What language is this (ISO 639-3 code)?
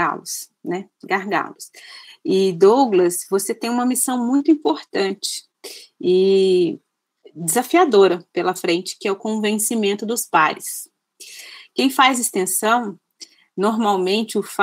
por